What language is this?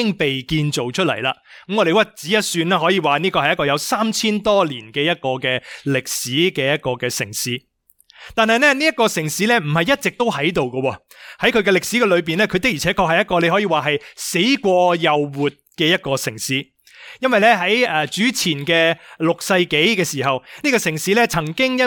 Cantonese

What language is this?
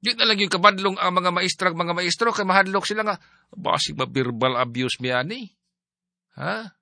Cebuano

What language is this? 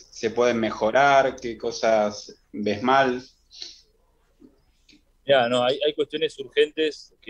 Spanish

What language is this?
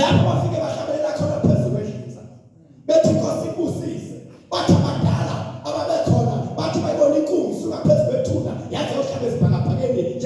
Zulu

